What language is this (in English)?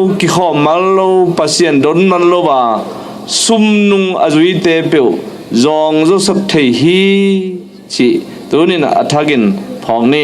Tedim Chin